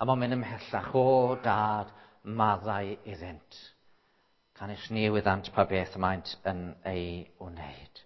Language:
Welsh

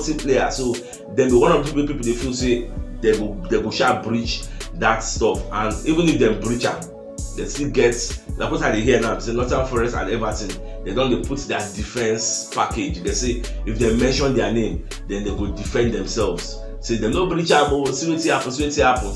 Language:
Nigerian Pidgin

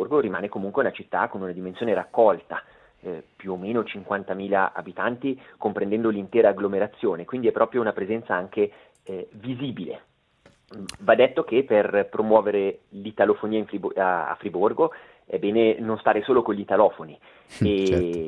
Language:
Italian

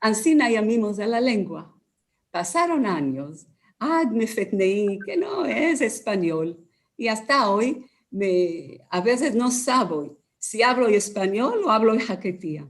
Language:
Ladino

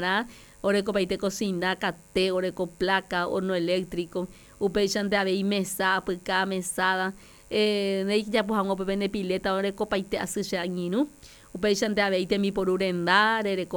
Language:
Guarani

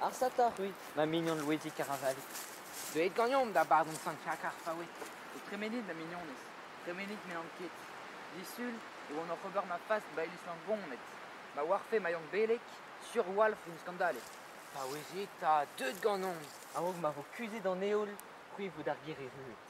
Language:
Breton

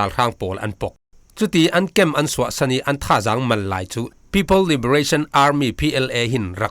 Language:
Falam Chin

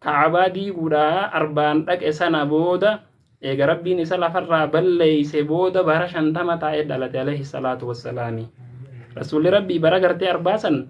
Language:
Oromo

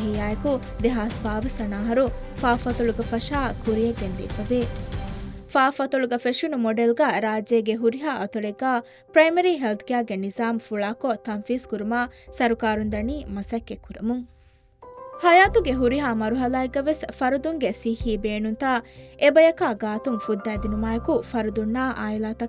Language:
Divehi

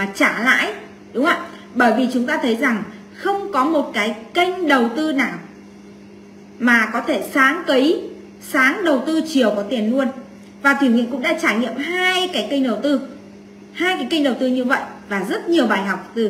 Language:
Vietnamese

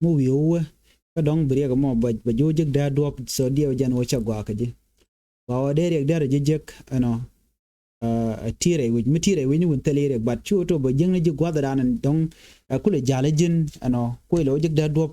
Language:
Nuer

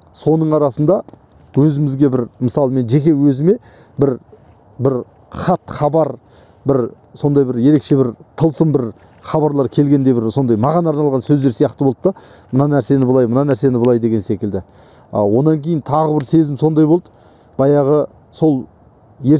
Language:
Kazakh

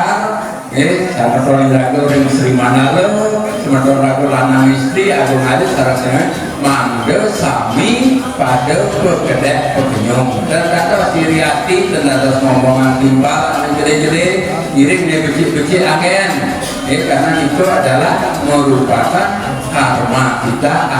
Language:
Balinese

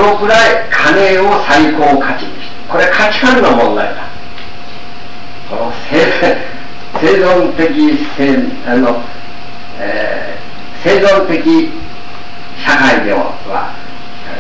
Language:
Japanese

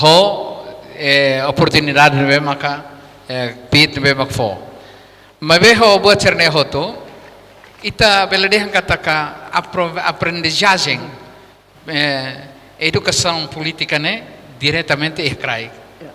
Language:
Tetum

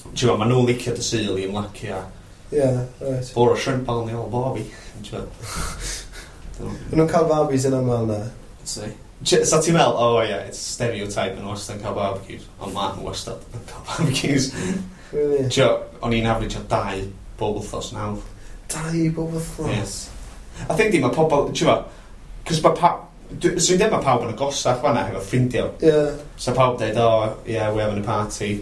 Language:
Welsh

